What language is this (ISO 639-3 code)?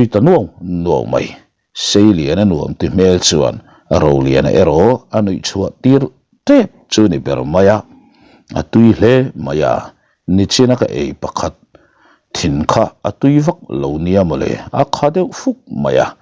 lus